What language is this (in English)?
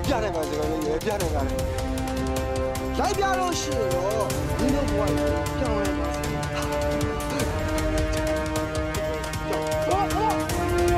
Burmese